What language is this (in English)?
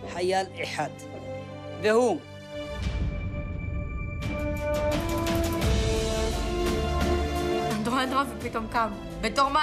Hebrew